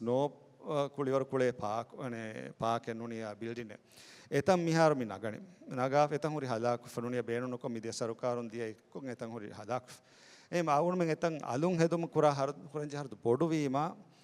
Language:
Divehi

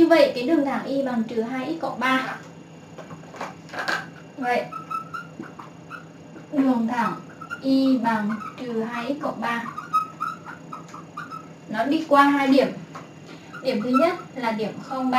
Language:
Vietnamese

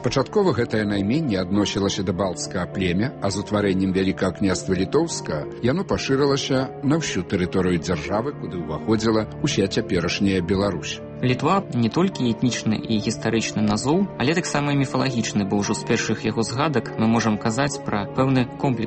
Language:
Belarusian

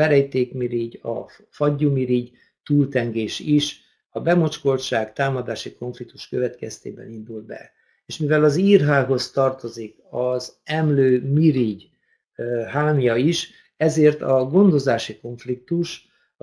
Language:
Hungarian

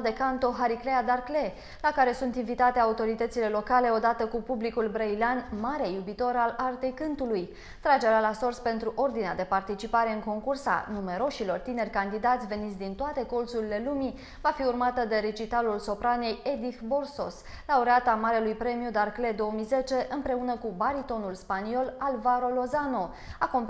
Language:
Romanian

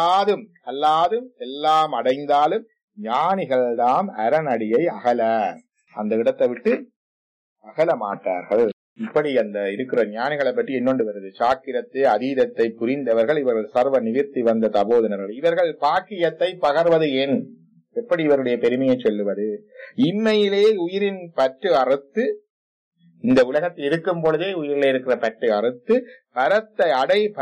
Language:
Tamil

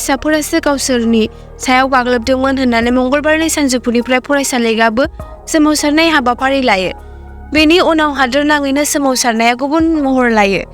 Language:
Bodo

